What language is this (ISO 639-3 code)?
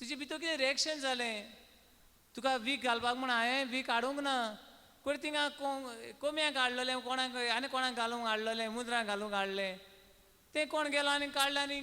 kok